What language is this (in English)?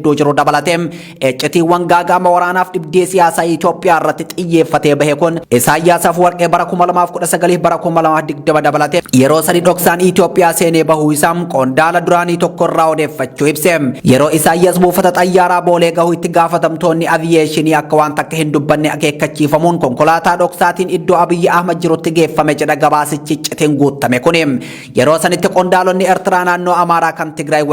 Oromo